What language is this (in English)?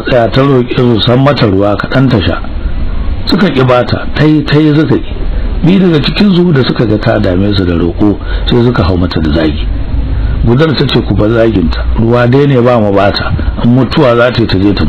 Hausa